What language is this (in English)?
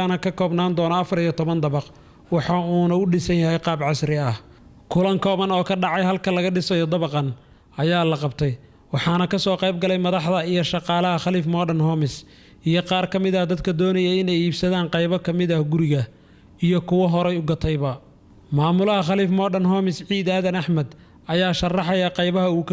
Somali